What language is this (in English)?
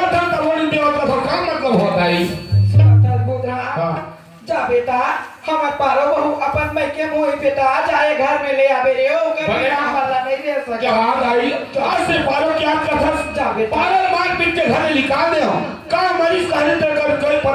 Chhattisgarhi